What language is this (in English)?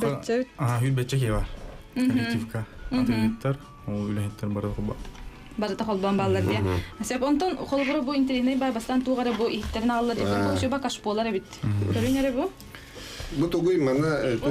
Yakut